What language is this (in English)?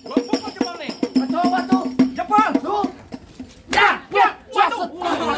Betawi